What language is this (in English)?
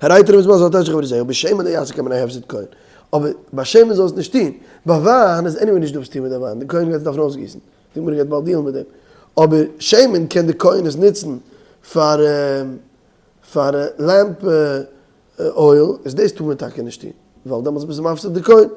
Yiddish